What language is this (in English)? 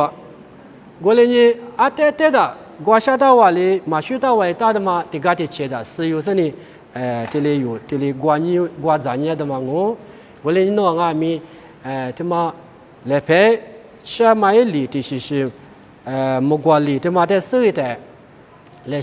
Lisu